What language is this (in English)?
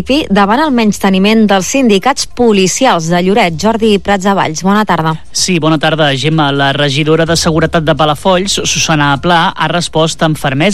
Catalan